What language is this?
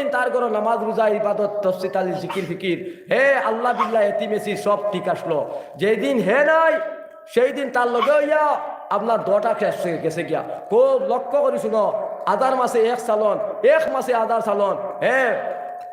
Sylheti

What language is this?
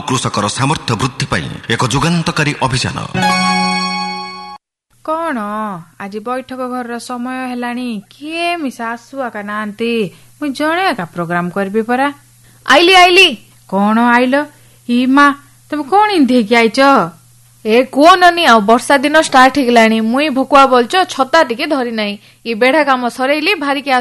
Odia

